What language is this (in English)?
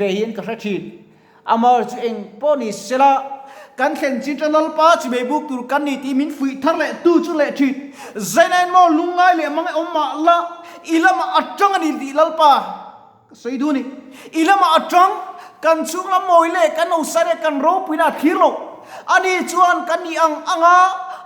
Mizo